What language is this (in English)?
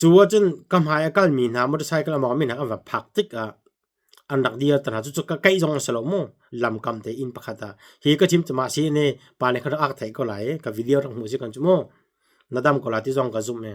Hakha Chin